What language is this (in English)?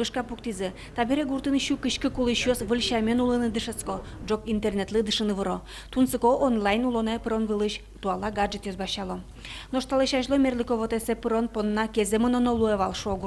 Udmurt